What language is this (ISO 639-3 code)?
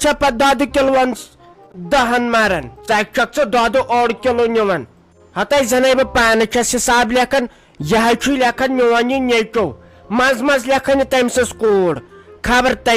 kas